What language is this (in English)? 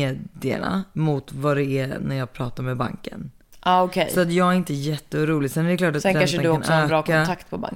Swedish